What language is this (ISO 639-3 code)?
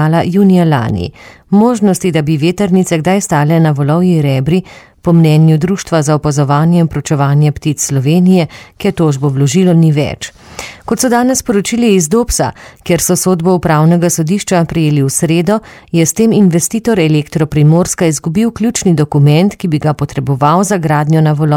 slv